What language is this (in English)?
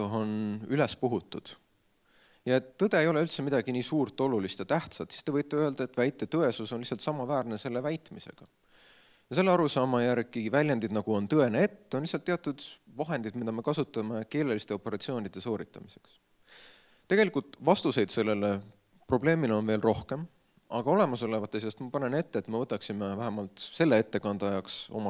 Estonian